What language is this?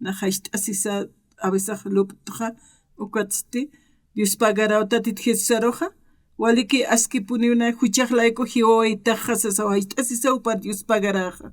Aymara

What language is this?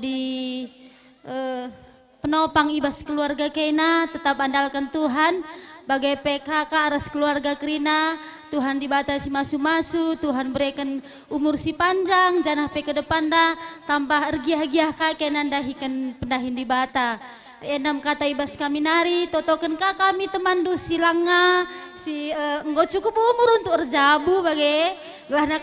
Batak Karo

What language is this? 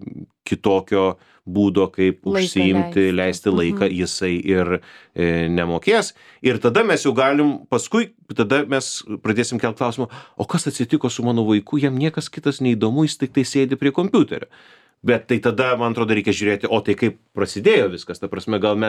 Lithuanian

